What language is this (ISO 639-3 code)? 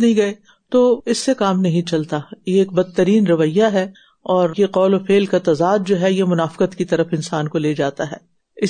urd